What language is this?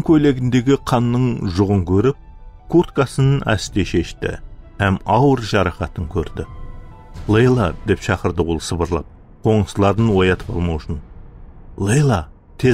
Kara-Kalpak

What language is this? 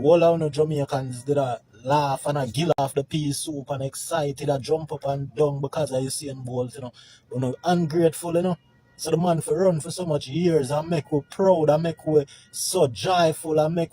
Jamaican Creole English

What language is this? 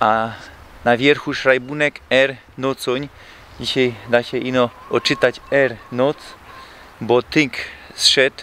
Silesian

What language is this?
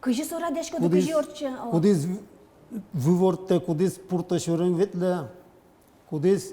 Udmurt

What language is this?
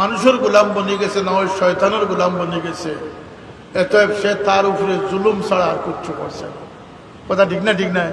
Sylheti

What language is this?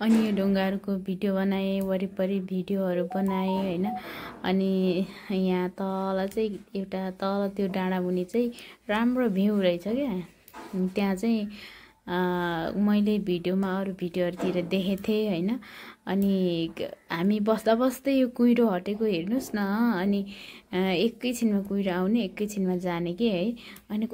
Nepali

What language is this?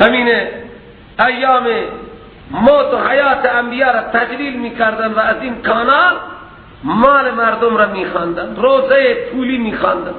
Persian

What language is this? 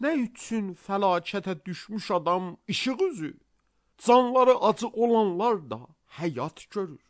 Azerbaijani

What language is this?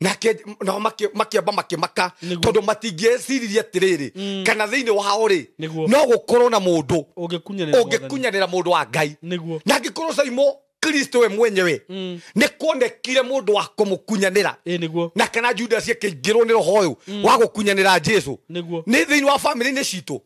Kikuyu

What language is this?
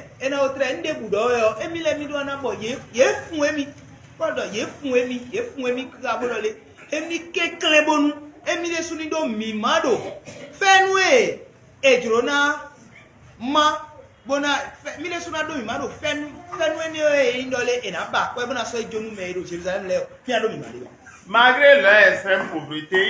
Fon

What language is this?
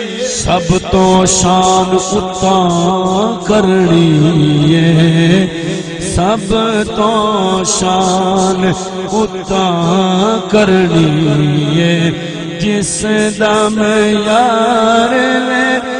Saraiki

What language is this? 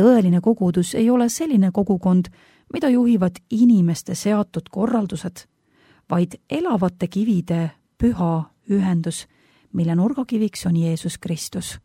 Estonian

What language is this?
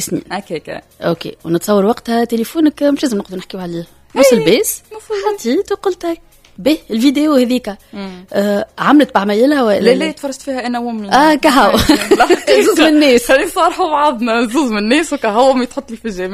Tunisian Arabic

